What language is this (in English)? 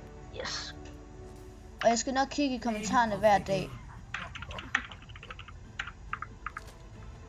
Danish